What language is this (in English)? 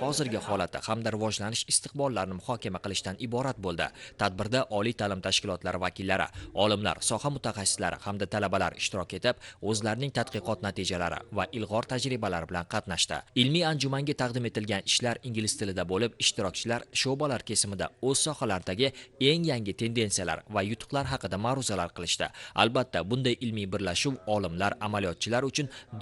Uzbek